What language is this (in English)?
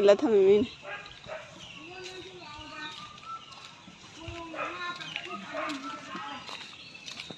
Manipuri